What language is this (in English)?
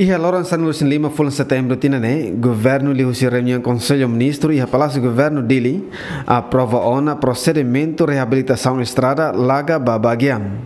Tetum